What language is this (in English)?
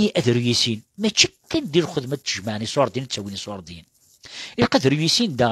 Kabyle